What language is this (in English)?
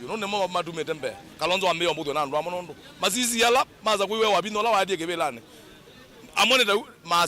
Kamba